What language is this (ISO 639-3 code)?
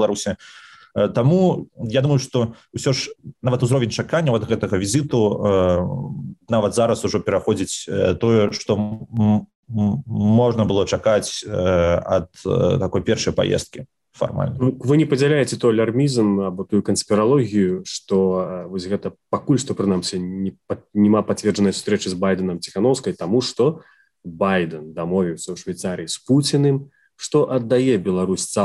bel